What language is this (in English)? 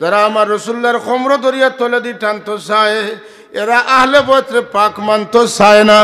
Sylheti